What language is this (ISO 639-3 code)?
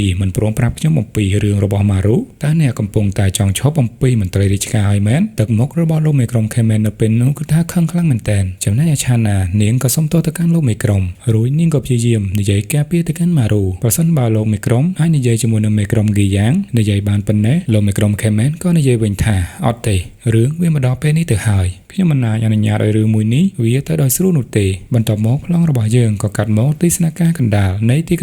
khm